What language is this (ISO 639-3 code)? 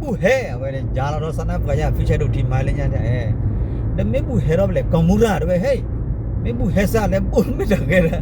ksw